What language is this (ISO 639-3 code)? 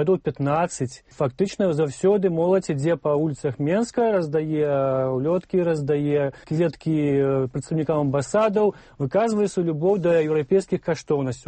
bel